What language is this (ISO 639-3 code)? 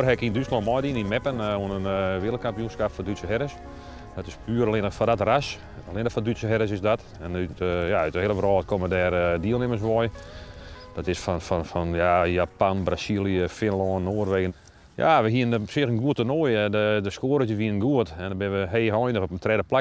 fry